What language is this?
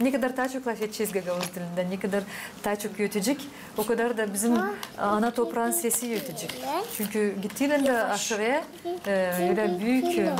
Gagauz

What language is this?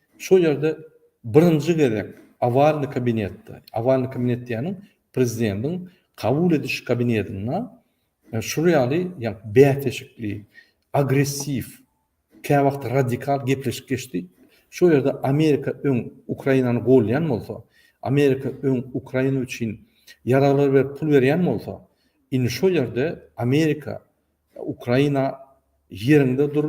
Turkmen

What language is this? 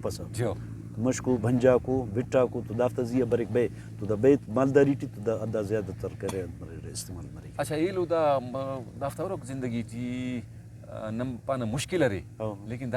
Brahui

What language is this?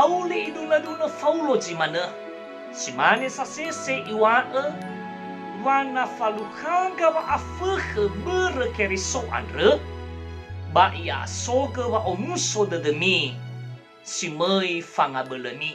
Nias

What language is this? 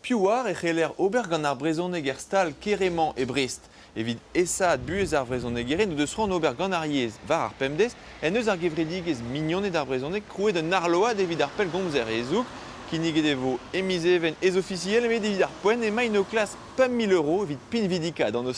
Breton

